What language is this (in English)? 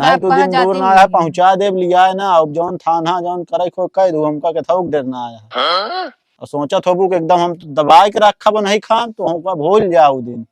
Awadhi